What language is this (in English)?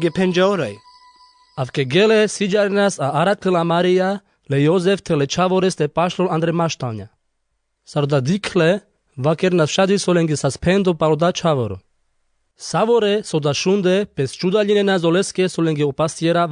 Carpathian Romani